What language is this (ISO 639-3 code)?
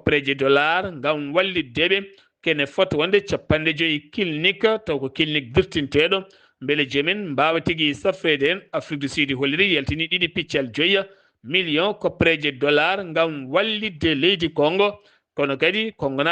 ful